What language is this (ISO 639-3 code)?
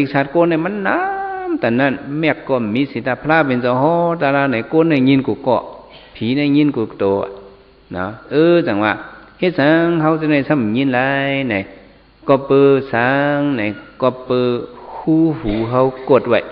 shn